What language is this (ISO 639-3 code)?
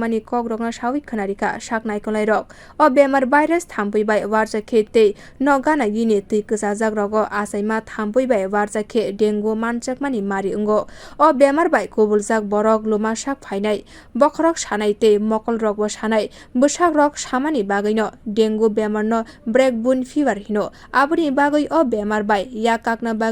trp